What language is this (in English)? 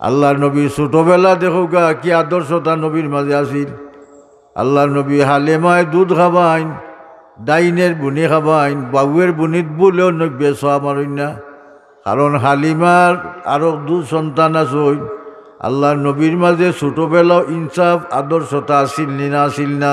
Sylheti